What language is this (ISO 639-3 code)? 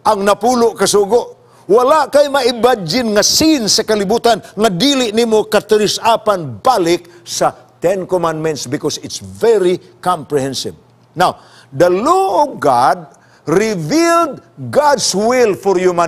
ceb